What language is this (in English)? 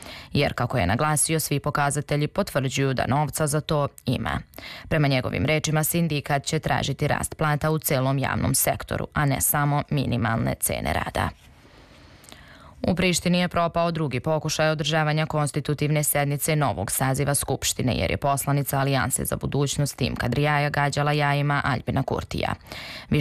Serbian